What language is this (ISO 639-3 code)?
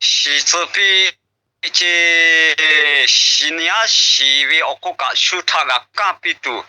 lhu